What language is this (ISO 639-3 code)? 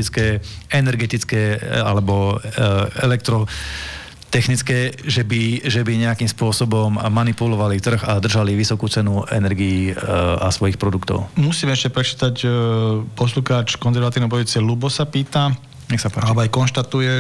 slk